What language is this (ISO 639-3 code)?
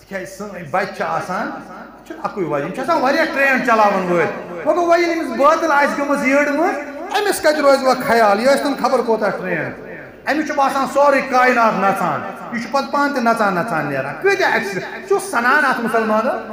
kas